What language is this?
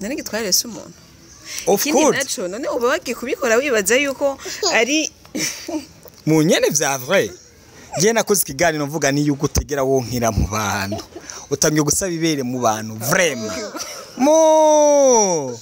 Rundi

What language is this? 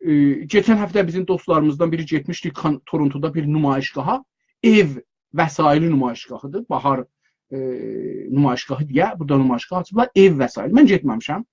South Azerbaijani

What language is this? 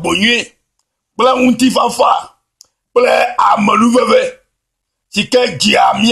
Ewe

